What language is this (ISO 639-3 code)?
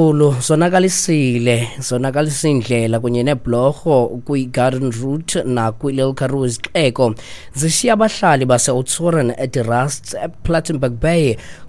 xho